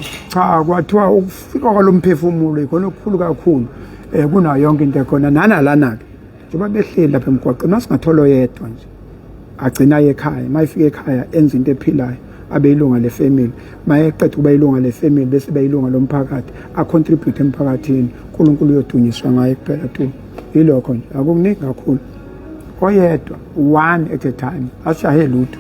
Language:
Zulu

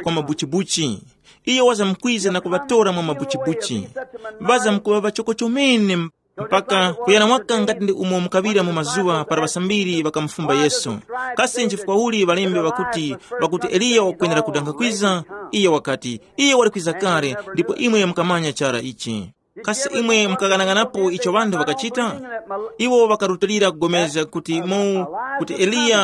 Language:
Tumbuka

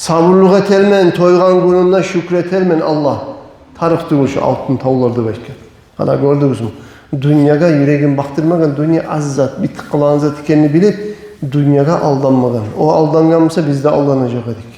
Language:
Kumyk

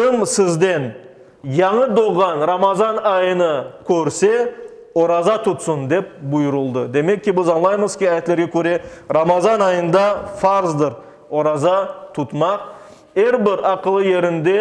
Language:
Crimean Tatar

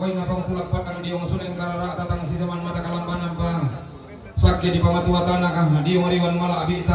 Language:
Toraja-Sa'dan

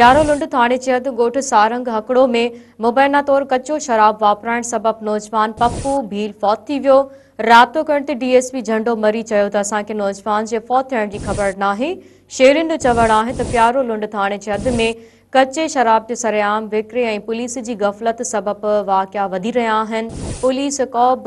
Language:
Sindhi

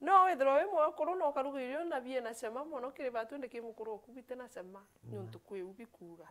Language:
Meru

